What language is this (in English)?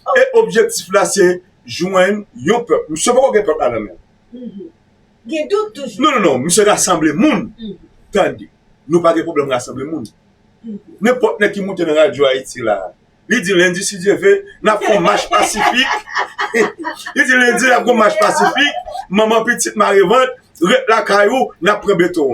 Haitian Creole